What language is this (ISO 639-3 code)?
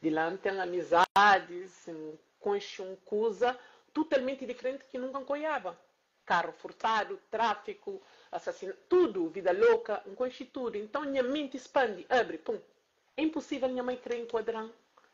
kea